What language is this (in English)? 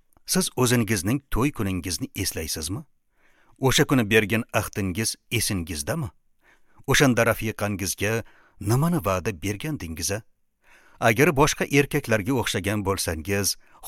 Uzbek